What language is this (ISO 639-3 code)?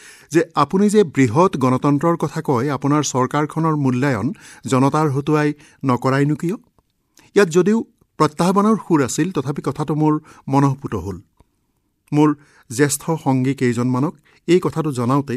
asm